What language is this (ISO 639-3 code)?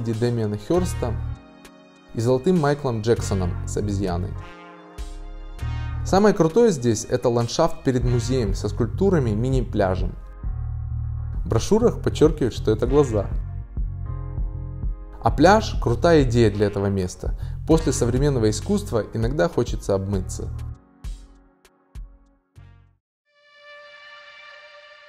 rus